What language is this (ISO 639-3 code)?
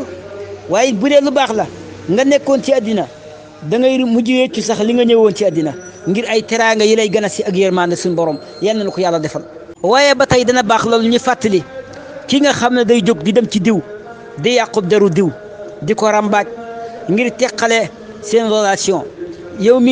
wol